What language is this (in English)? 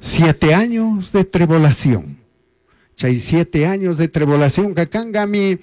Chimborazo Highland Quichua